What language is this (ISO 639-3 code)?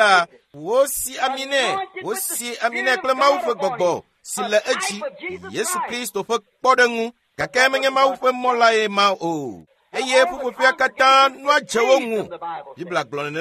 ewe